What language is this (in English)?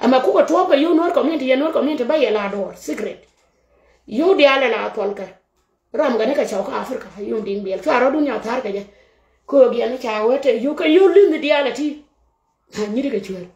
Nuer